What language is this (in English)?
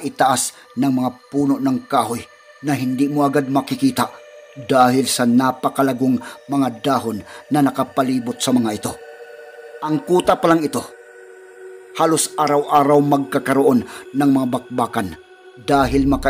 Filipino